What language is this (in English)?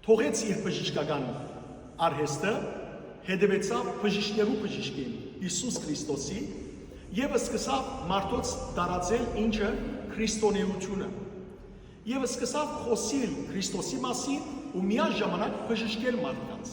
Western Armenian